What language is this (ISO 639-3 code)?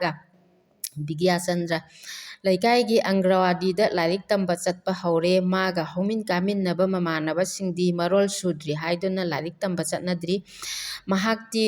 mni